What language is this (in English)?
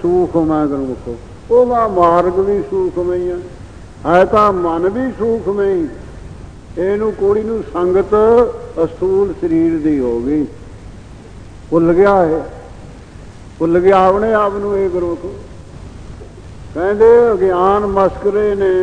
Punjabi